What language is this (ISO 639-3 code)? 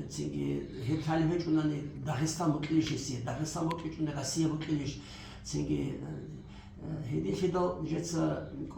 ava